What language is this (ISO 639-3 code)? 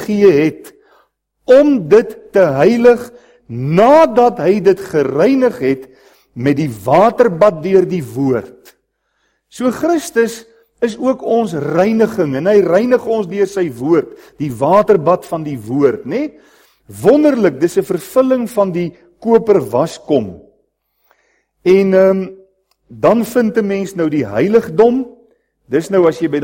afr